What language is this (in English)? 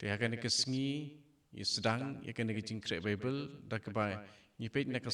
Khasi